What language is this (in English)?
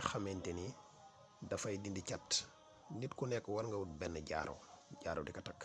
Wolof